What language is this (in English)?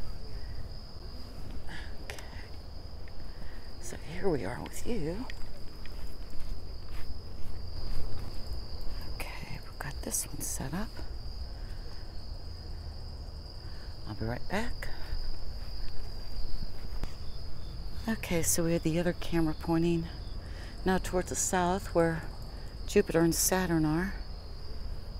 English